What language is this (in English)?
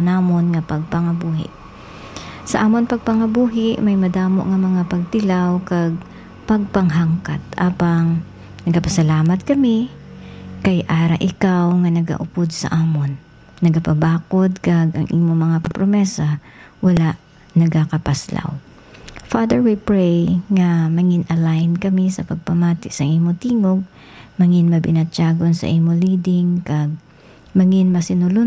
Hiligaynon